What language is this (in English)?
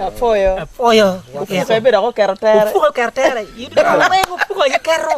Acoli